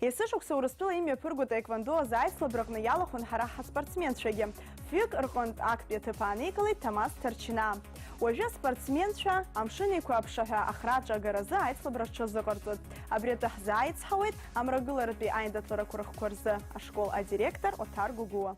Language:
Abkhazian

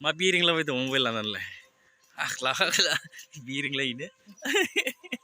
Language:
Bodo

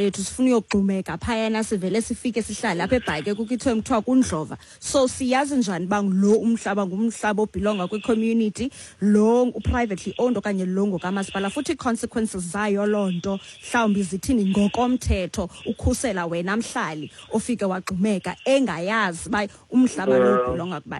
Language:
Xhosa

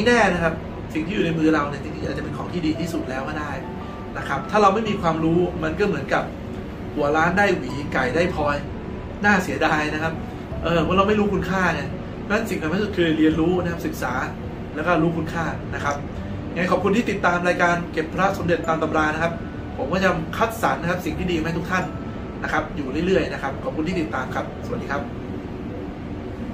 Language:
Thai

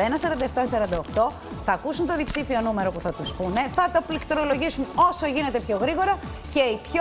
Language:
Greek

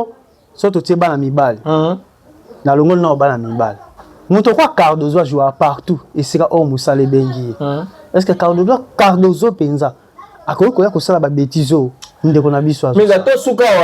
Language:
Lingala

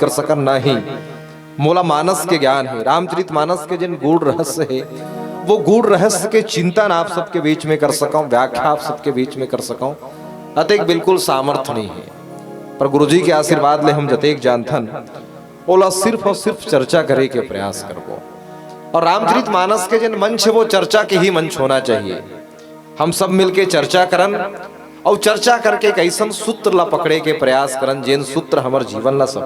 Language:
Chhattisgarhi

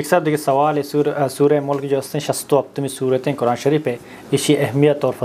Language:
Baluchi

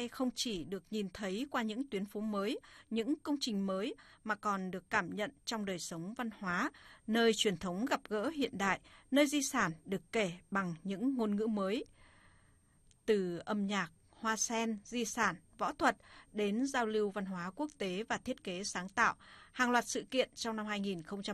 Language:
Vietnamese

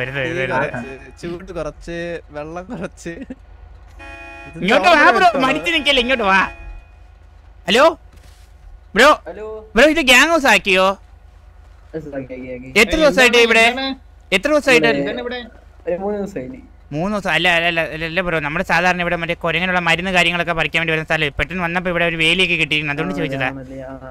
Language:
Malayalam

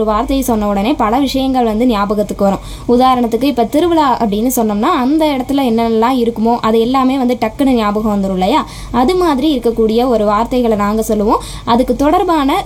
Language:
Tamil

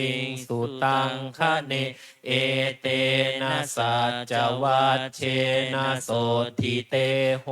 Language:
Pali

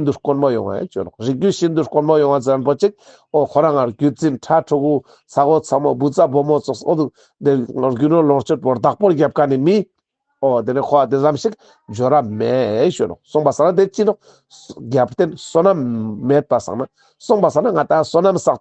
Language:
Ladakhi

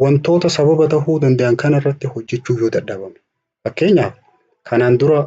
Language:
Oromo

